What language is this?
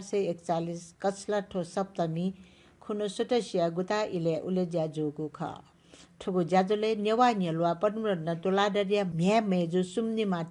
Newari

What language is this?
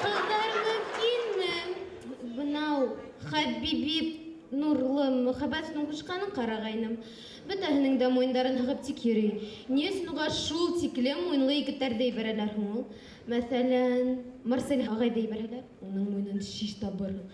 Bashkir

